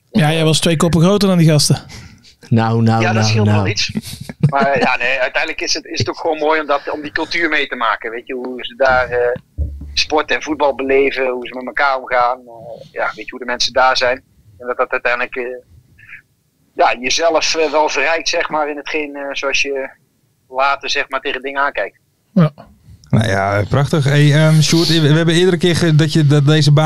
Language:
Dutch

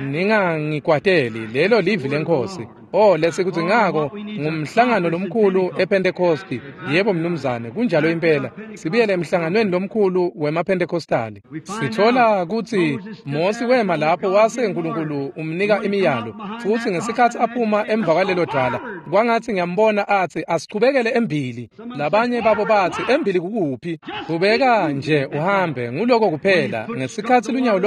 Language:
Swati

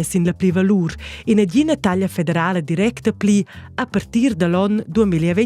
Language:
Romansh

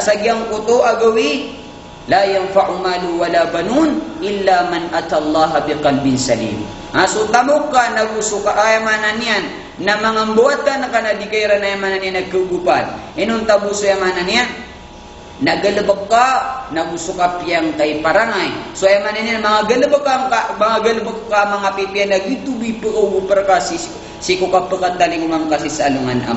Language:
Maranao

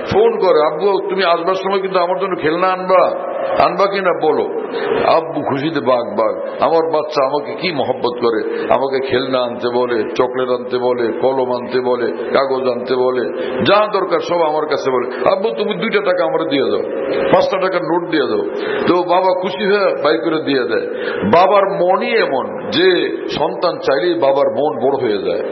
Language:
Bangla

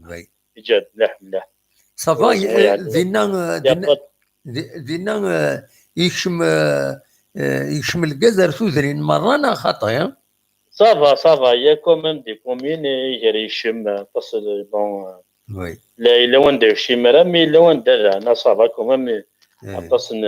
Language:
Kabyle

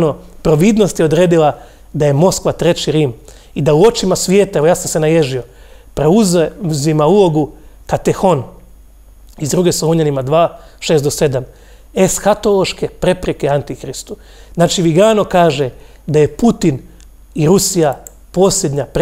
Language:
Croatian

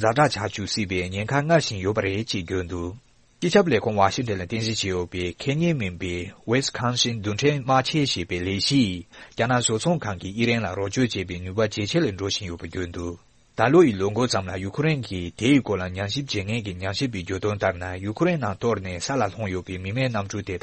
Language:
Tibetan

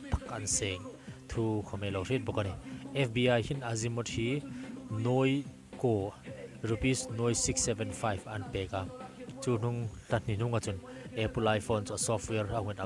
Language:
Hmar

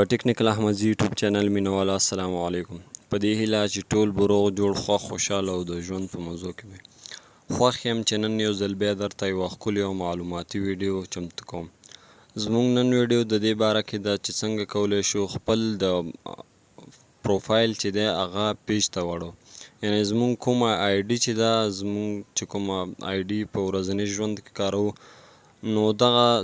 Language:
Pashto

